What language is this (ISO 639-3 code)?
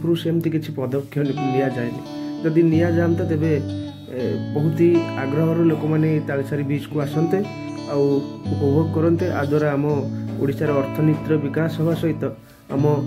ori